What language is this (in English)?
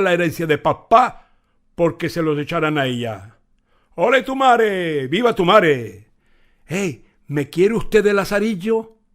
Ladino